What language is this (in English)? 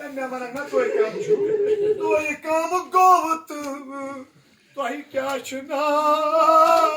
Kashmiri